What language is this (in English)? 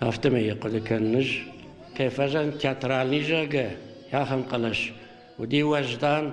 Ossetic